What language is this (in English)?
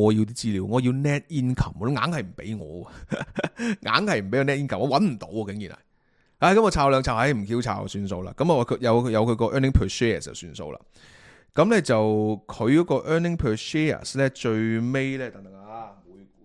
Cantonese